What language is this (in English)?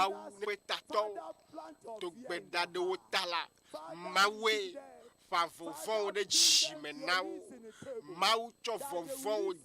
Ewe